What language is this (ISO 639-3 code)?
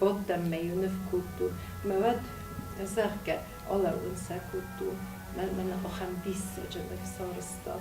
oss